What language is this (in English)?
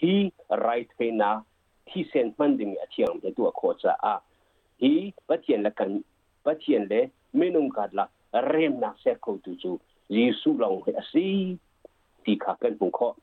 Hakha Chin